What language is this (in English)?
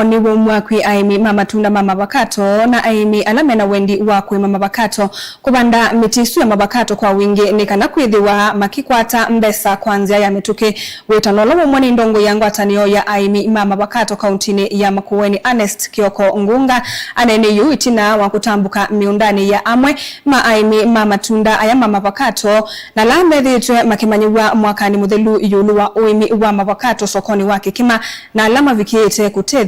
Kamba